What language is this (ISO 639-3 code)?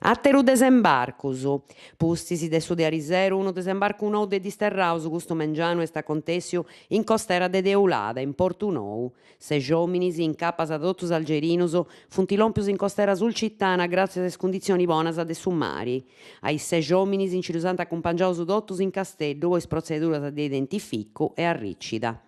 srd